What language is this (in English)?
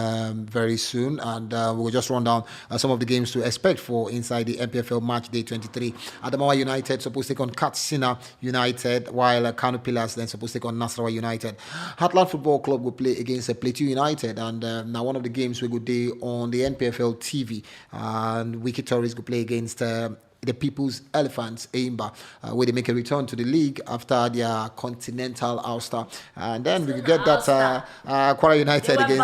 Nigerian Pidgin